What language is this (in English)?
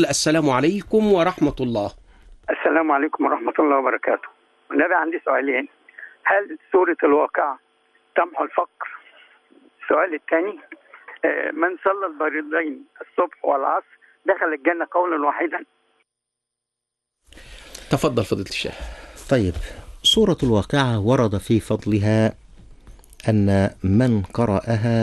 Arabic